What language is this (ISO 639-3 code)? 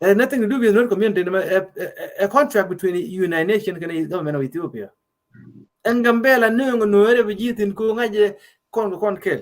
nus